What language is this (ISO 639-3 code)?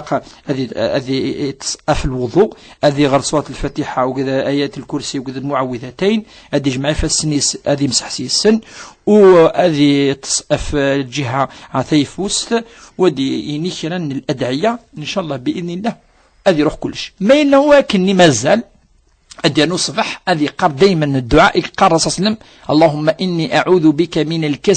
kab